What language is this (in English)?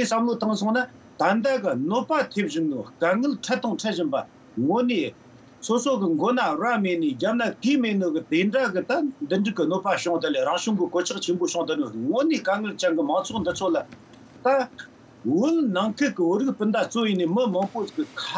Tibetan